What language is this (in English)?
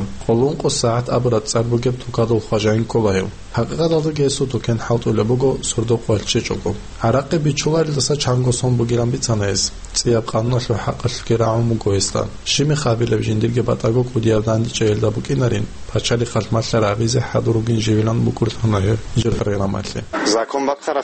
Avaric